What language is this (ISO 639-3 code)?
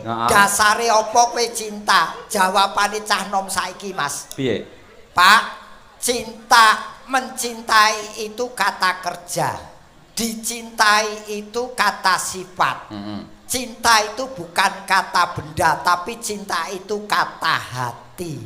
jav